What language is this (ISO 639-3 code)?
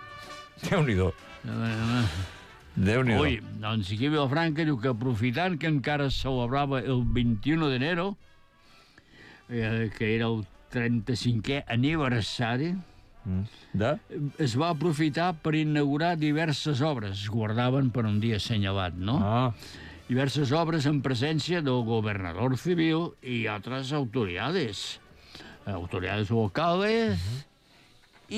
cat